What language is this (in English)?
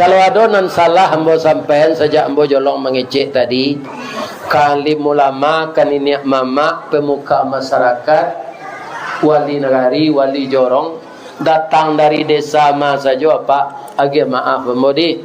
Minangkabau